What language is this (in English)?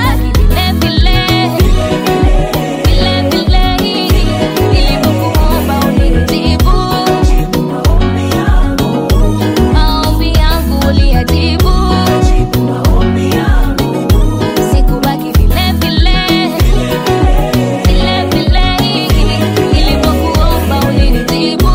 Swahili